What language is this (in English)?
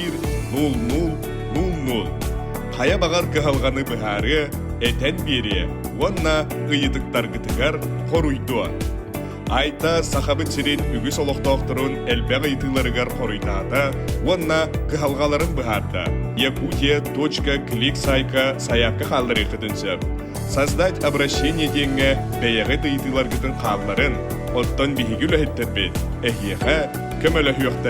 Yakut